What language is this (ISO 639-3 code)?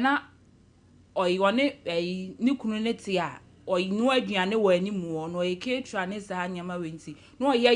aka